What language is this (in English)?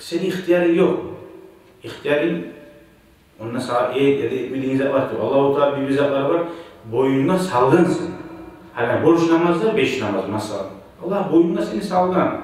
Kumyk